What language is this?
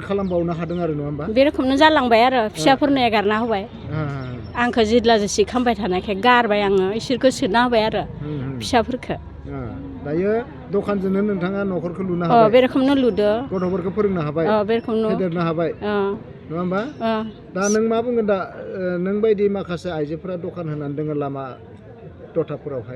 Bodo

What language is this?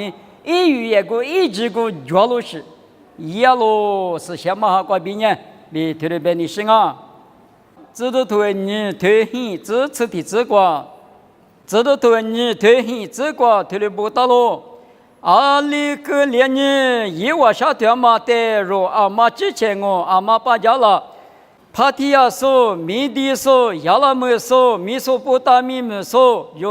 Lisu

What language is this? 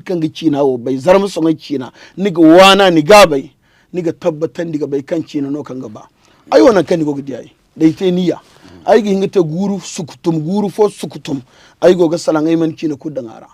Zarma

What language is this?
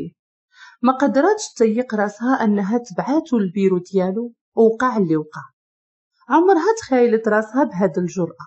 Moroccan Arabic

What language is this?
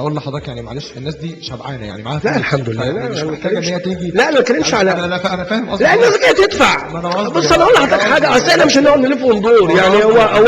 Egyptian Arabic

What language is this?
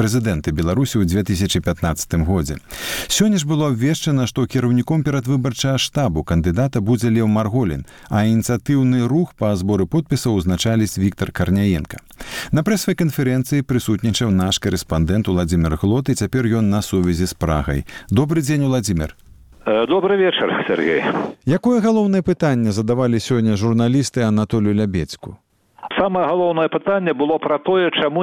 Belarusian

